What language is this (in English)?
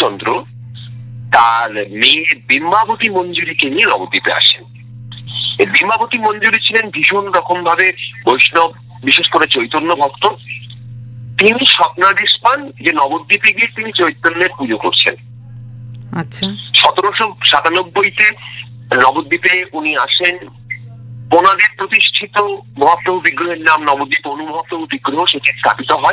Bangla